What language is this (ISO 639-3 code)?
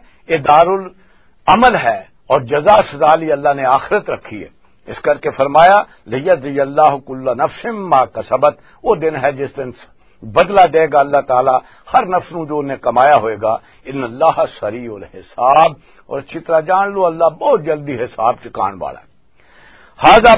lah